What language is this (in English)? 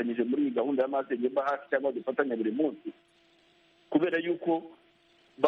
Kinyarwanda